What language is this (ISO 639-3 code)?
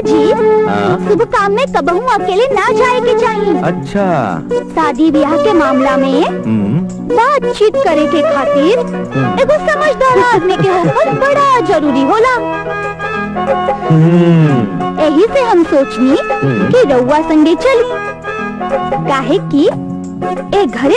bho